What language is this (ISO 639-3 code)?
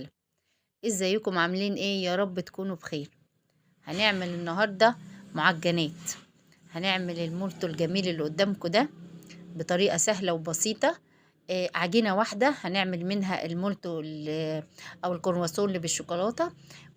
arz